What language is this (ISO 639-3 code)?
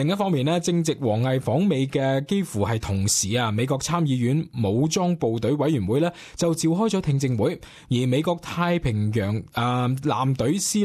yue